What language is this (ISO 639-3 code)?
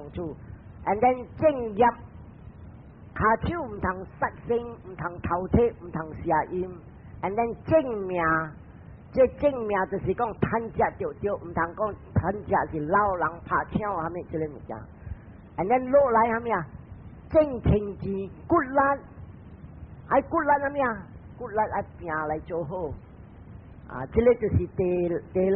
nan